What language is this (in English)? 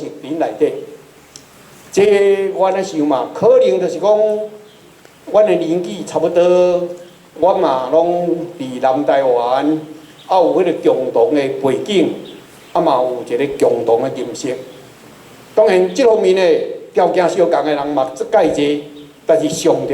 Min Nan Chinese